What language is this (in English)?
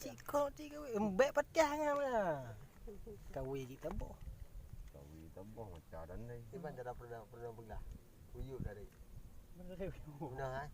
Achinese